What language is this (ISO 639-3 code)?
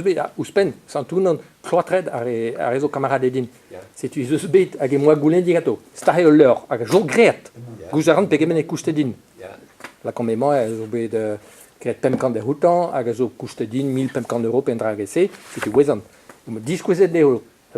bre